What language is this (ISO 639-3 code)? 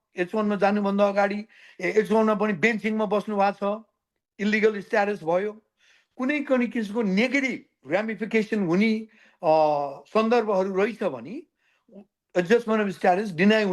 nep